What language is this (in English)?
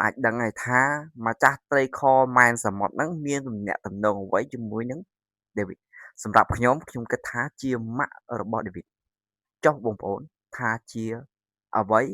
Khmer